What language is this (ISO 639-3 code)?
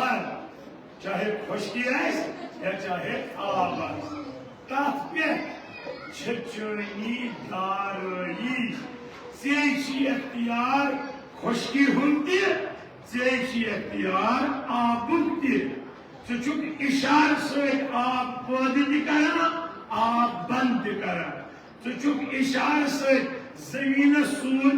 kas